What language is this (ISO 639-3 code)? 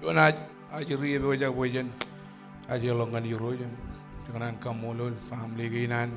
mah